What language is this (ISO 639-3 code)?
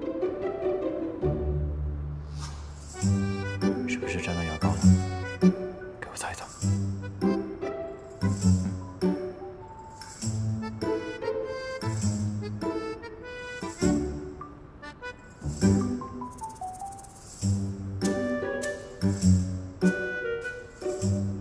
zho